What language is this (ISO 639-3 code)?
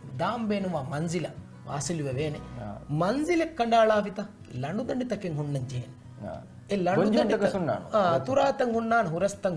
div